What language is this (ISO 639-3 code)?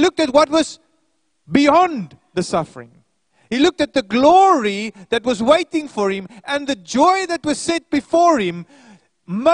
eng